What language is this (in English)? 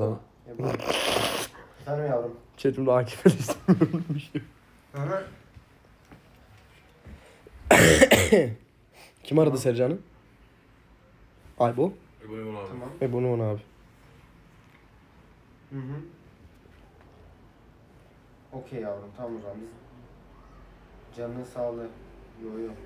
Turkish